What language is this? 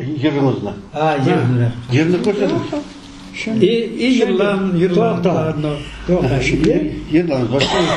Crimean Tatar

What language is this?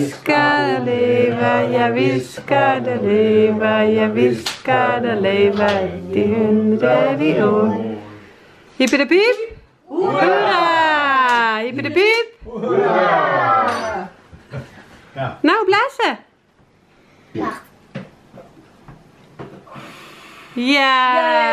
Dutch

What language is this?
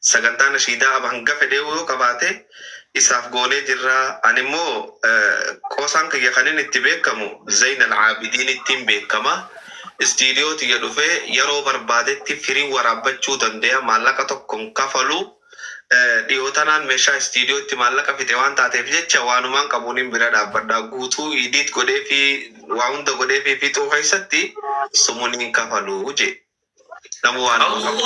Oromo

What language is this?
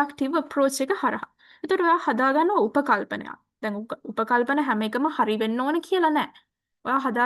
Sinhala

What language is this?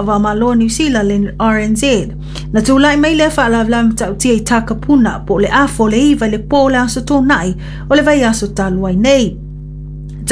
Samoan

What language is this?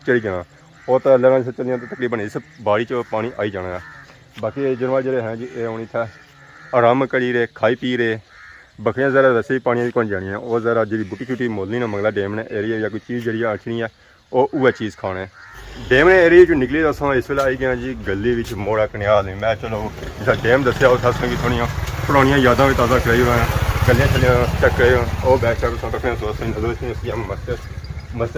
Pahari-Potwari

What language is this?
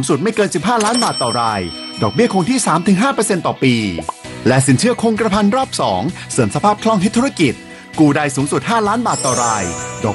Thai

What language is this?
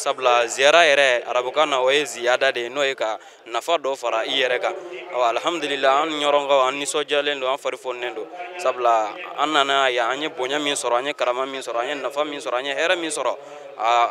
Bambara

